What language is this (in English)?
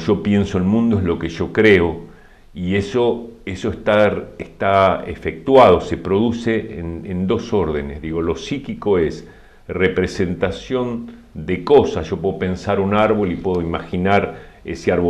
Spanish